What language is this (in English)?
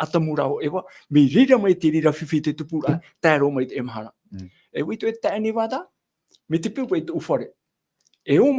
Tahitian